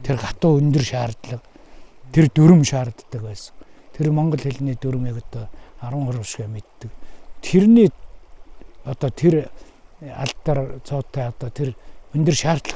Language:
Mongolian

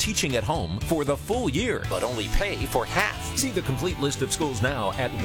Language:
English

